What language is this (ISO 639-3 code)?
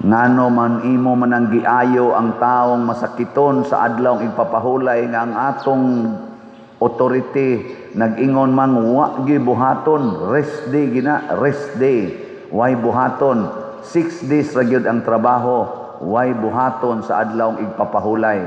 ceb